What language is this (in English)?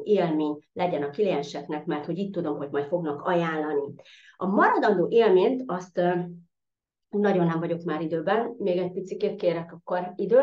Hungarian